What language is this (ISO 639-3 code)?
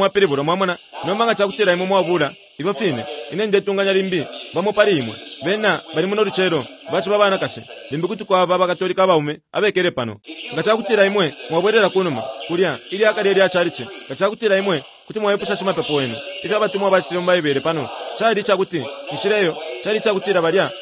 bem